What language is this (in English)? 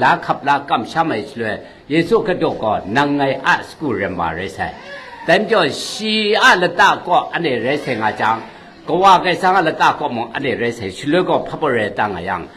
Kachin